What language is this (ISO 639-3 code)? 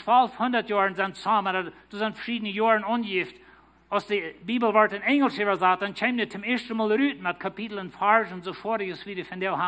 pdt